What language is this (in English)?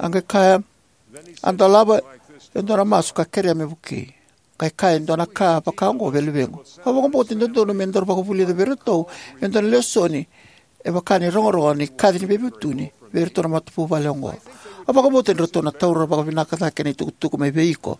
Fijian